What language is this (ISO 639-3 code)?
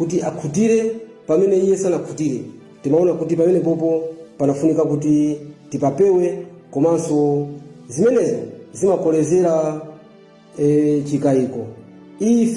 nya